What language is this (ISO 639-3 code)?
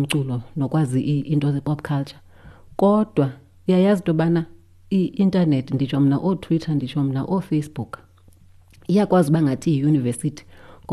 xho